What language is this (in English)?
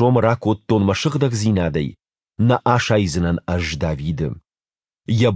Ossetic